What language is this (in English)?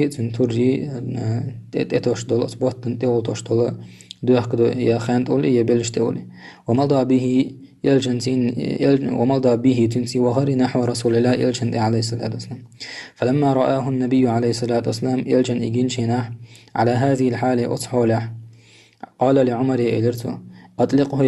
Chechen